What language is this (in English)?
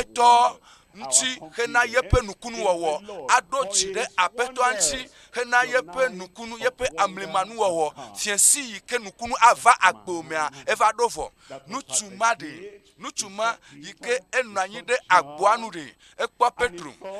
Ewe